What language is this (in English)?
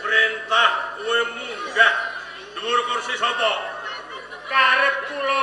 Javanese